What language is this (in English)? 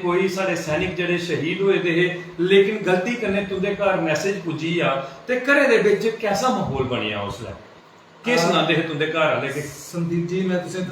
Dogri